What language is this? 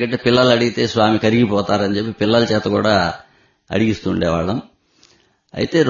Telugu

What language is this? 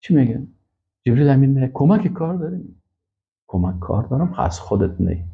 Persian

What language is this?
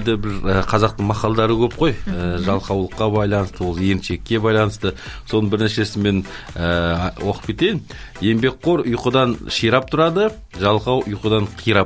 Kazakh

